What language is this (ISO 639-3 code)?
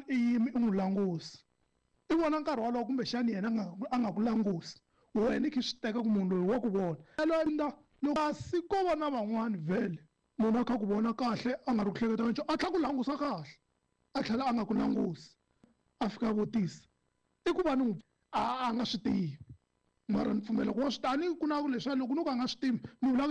tso